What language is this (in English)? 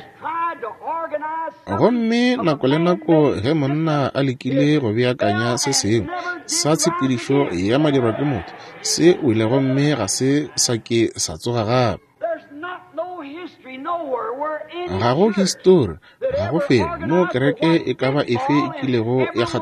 Northern Sotho